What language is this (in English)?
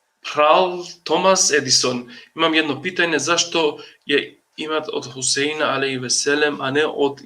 Balkan Romani